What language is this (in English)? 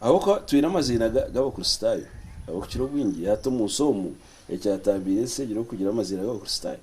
Nyankole